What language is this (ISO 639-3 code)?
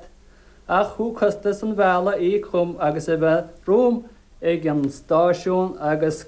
gle